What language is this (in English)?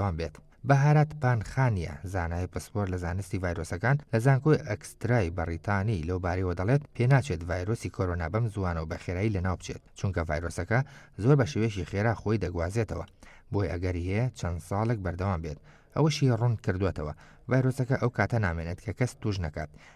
Central Kurdish